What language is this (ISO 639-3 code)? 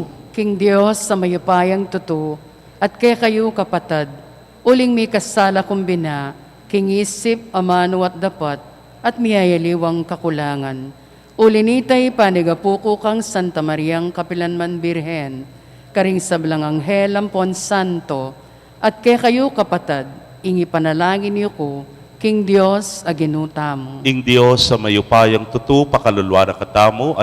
pam